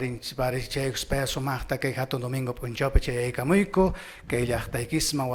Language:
Quechua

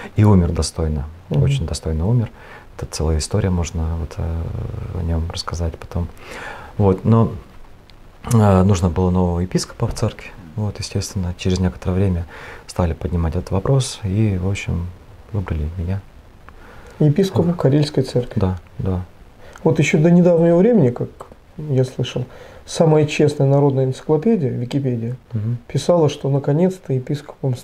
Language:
Russian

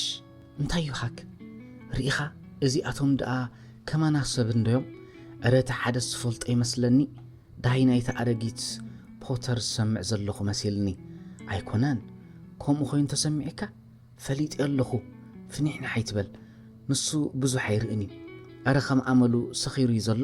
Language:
Tigrinya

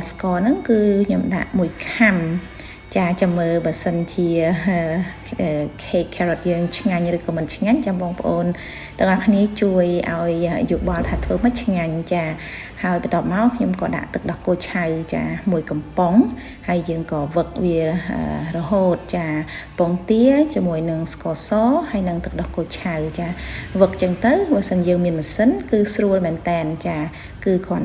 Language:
Khmer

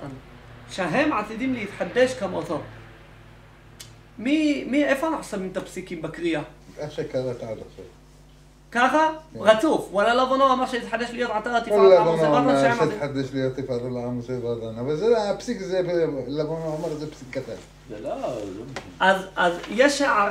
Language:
Hebrew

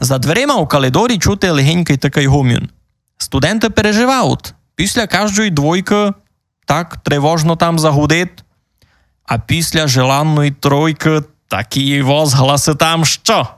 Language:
Rusyn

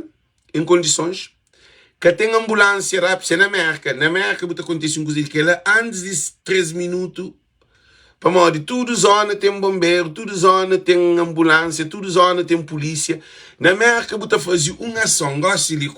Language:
Kabuverdianu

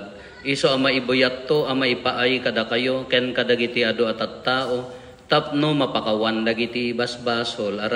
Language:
Iloko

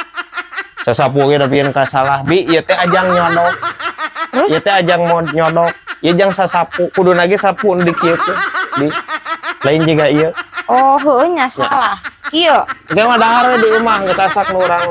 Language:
Sundanese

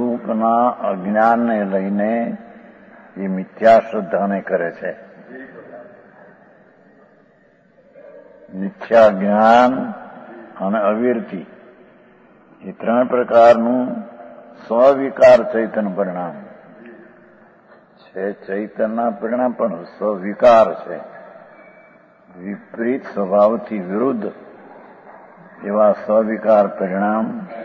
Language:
Gujarati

